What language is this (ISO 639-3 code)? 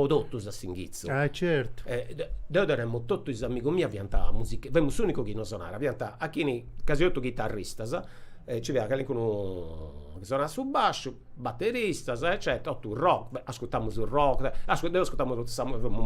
srd